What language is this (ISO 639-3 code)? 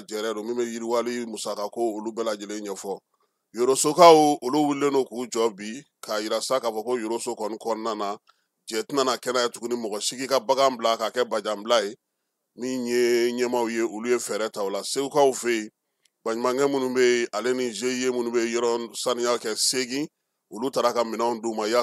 bam